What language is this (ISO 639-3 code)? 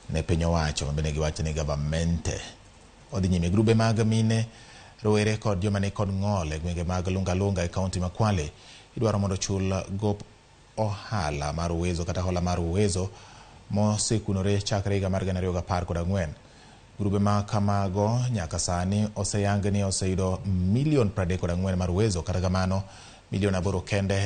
luo